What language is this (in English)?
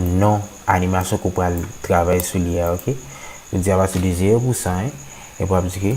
Haitian Creole